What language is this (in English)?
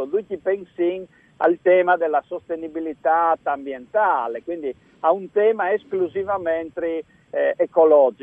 Friulian